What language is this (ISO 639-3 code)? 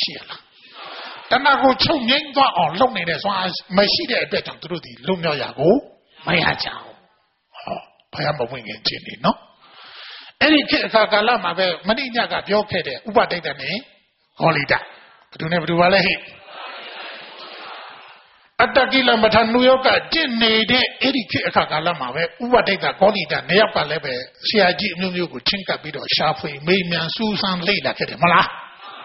mya